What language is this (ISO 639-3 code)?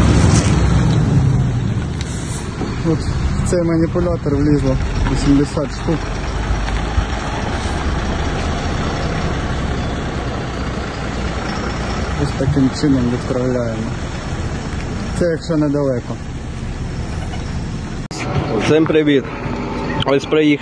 ukr